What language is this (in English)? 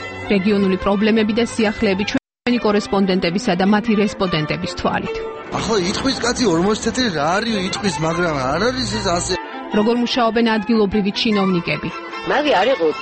Georgian